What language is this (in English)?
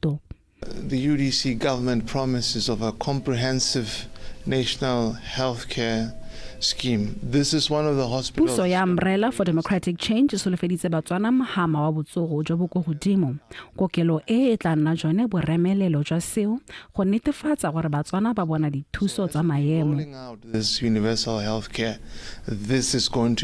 Tswana